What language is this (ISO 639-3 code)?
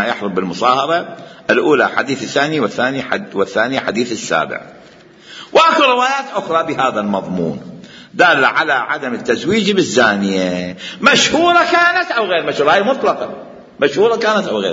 acm